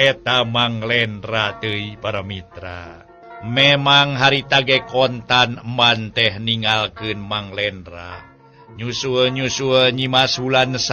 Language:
Sundanese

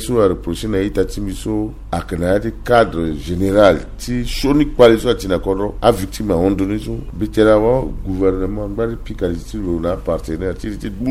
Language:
Sango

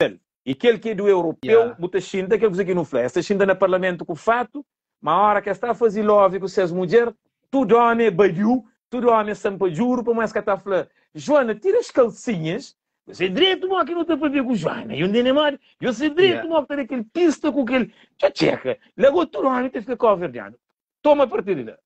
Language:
Kabuverdianu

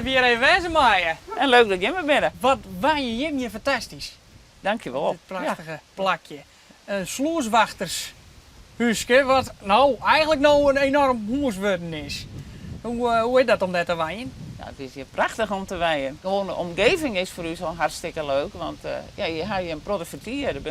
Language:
Western Frisian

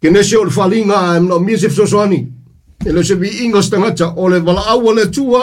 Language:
Samoan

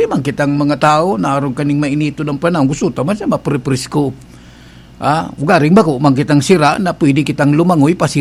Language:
Bikol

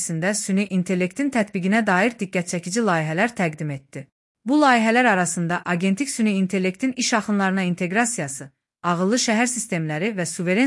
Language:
Azerbaijani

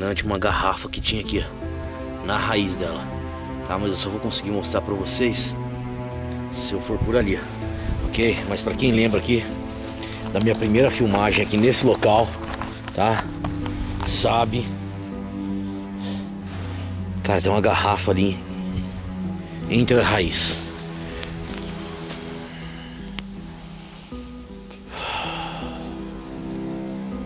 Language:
Portuguese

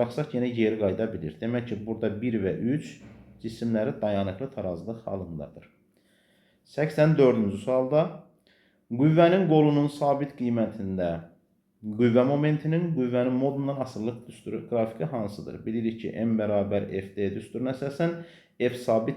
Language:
Azerbaijani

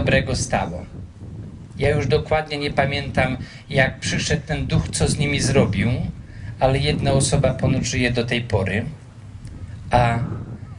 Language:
Polish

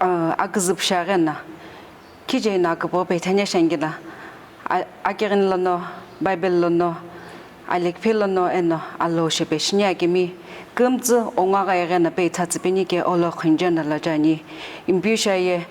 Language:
Sumi Naga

